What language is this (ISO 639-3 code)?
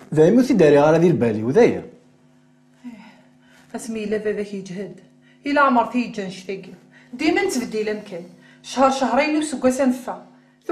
kab